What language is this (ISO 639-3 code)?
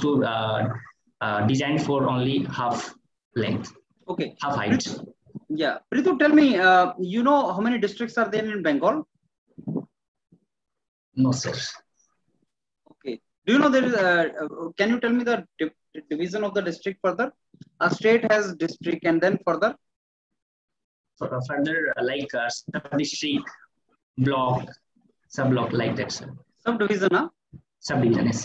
eng